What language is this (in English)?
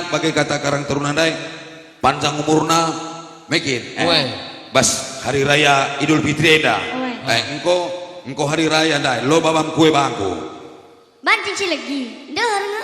Batak Karo